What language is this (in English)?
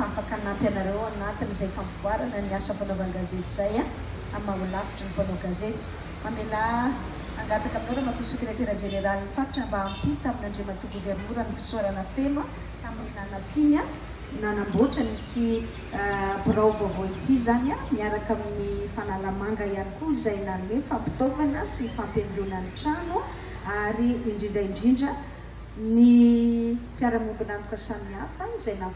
Malagasy